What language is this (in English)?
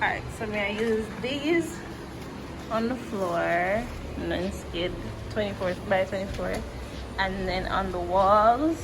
Jamaican Creole English